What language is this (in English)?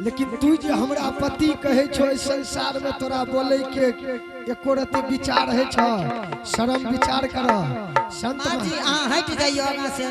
Angika